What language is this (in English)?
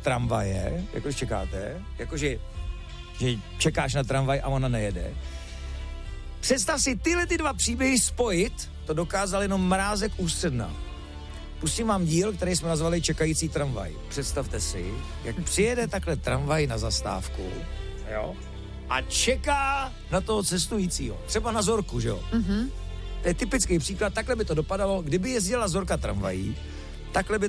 Czech